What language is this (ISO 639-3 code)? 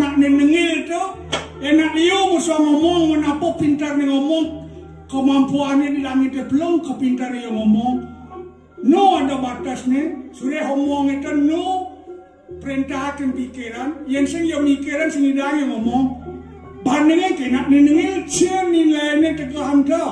ban